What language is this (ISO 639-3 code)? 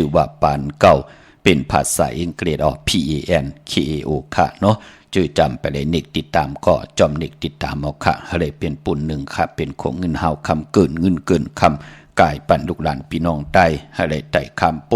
shn